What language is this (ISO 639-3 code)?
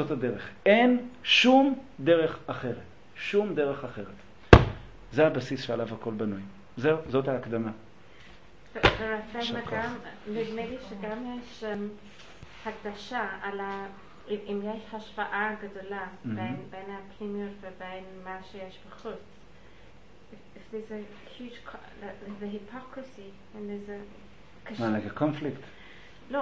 heb